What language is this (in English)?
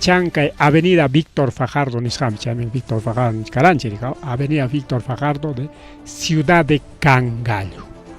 Ayacucho Quechua